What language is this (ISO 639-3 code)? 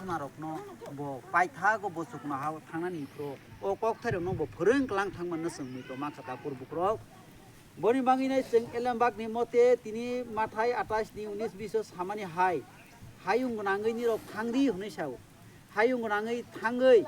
trp